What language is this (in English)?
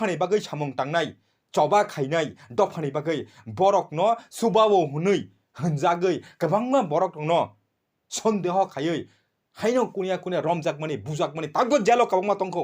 Kok Borok